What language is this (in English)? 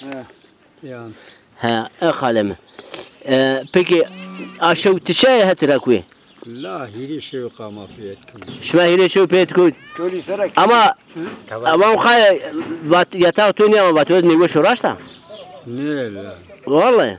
Zaza